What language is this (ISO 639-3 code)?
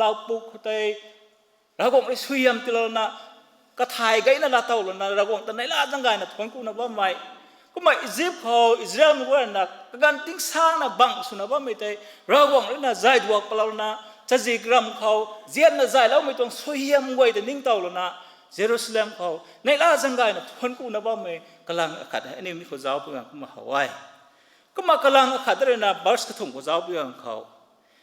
nbu